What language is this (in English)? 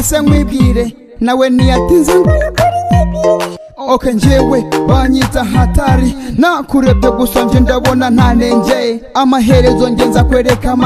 Kinyarwanda